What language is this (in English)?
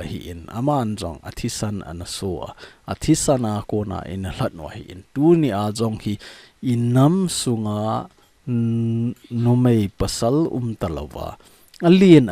Thado Chin